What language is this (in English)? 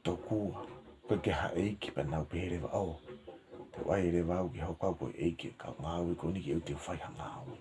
Tongan